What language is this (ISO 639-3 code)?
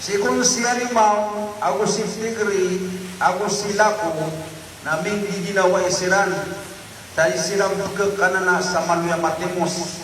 mrw